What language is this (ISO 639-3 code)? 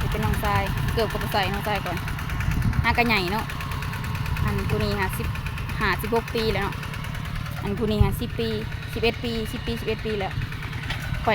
lao